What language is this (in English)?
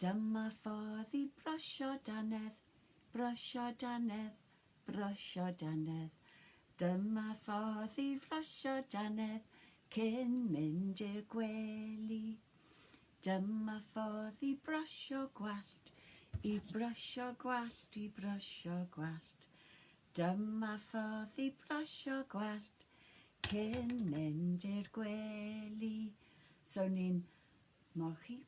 Welsh